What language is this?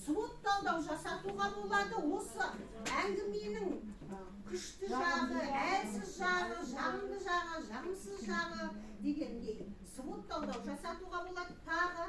Kazakh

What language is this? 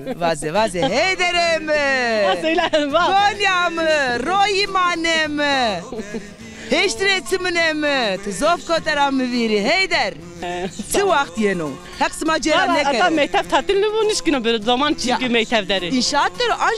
Zaza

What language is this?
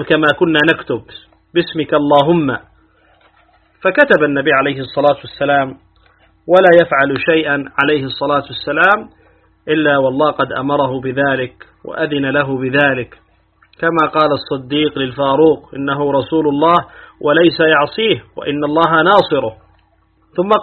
Arabic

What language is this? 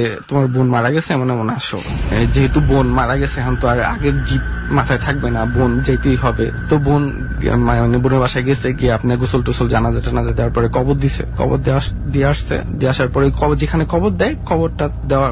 Bangla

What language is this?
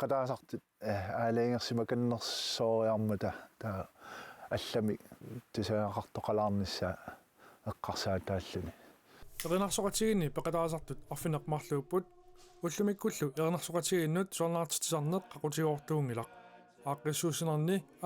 Kalaallisut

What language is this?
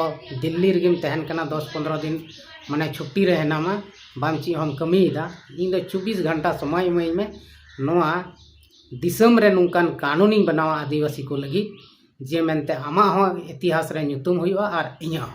Santali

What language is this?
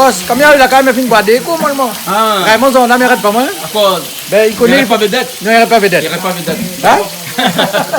Réunion Creole French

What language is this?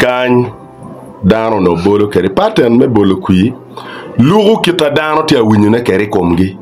Acoli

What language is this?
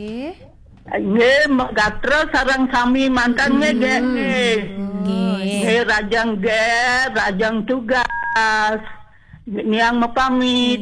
Balinese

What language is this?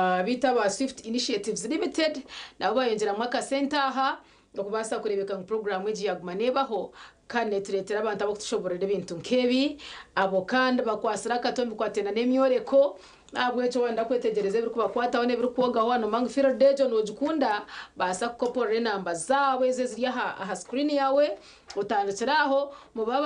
Nyankole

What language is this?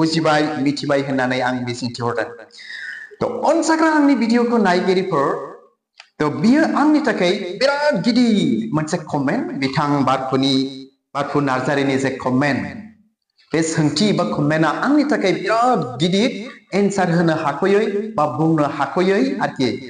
Bodo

